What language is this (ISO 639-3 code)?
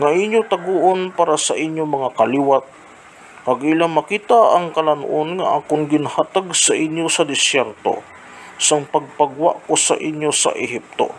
hil